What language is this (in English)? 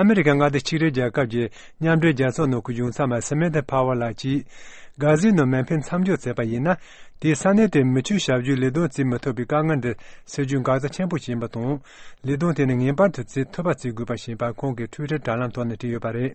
Tibetan